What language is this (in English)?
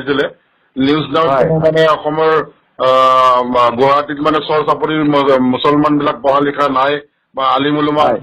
Assamese